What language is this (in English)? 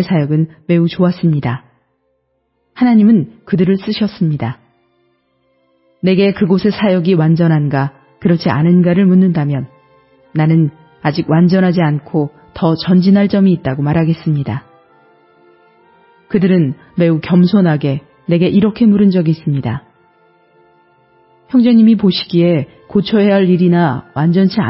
Korean